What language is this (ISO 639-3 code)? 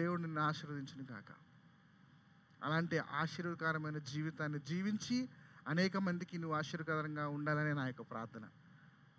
tel